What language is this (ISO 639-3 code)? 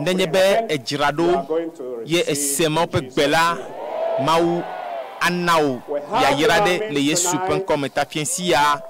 ewe